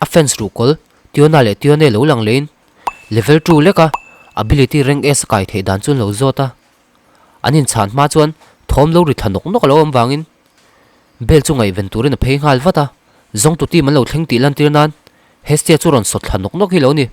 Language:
Mizo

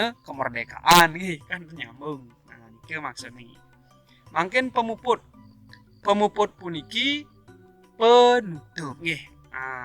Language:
Balinese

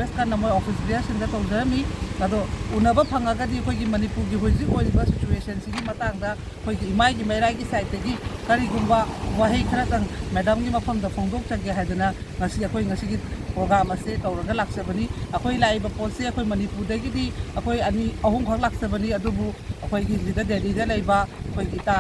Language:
Manipuri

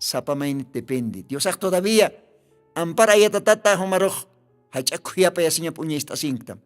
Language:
Aymara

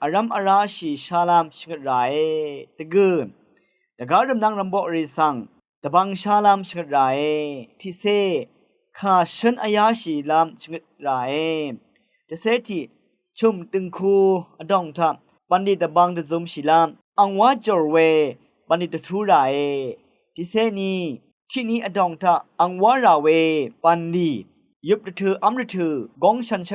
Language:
Rawang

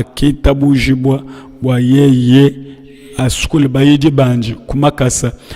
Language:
Luba-Lulua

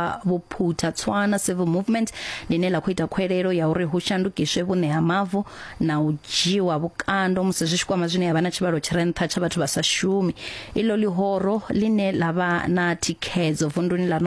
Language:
Venda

